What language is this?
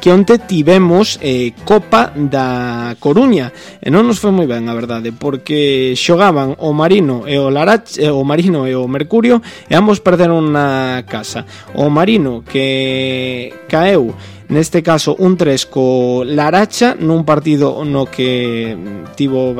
Galician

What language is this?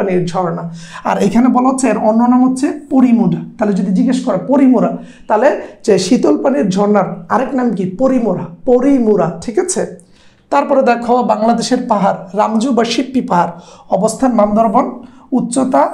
Bangla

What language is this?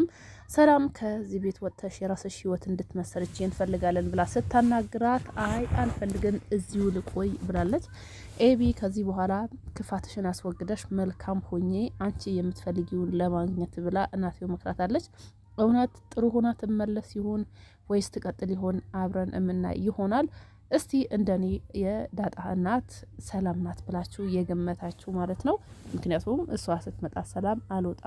Amharic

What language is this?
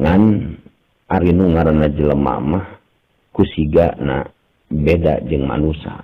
Sundanese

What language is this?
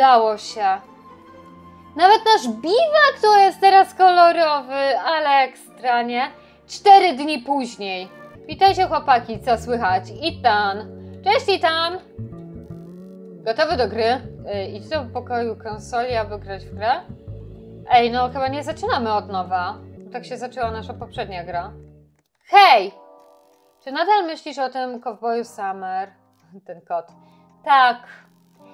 Polish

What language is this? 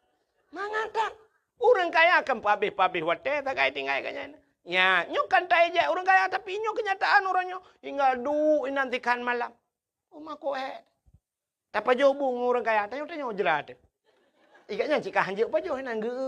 Achinese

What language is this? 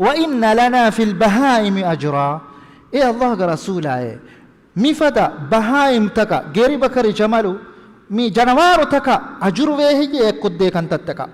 Divehi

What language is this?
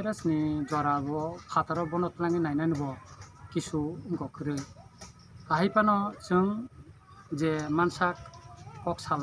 Kok Borok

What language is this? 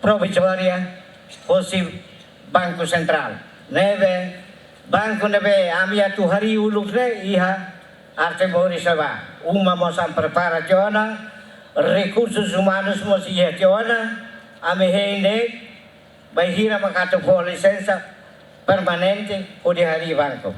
Tetum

